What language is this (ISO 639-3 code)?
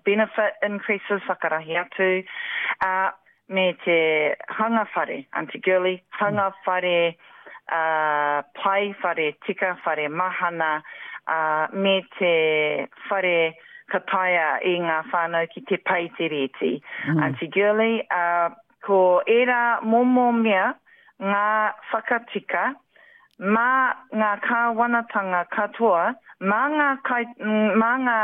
mri